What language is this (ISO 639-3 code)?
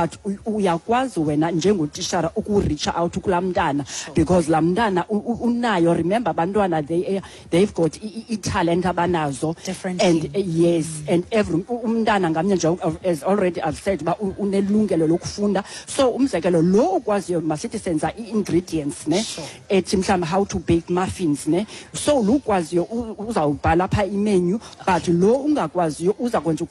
xho